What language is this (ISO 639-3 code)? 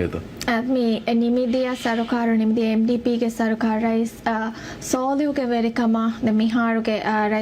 div